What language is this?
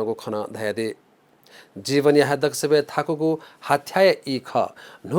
Newari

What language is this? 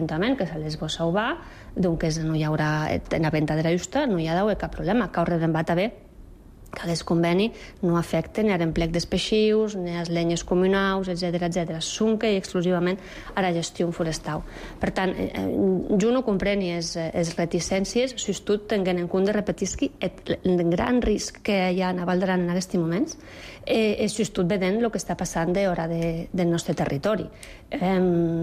Catalan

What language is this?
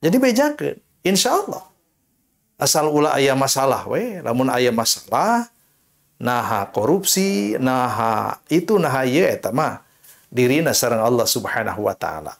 Sundanese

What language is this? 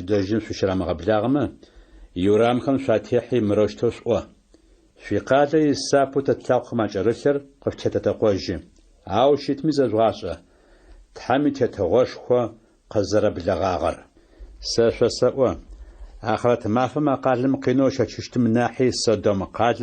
Adyghe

